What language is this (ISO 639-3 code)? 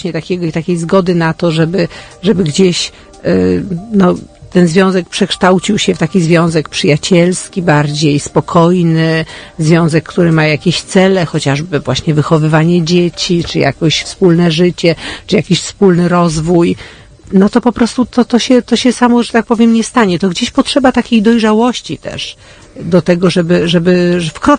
pol